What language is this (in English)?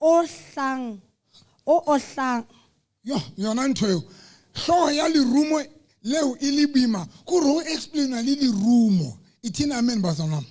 Southern Sotho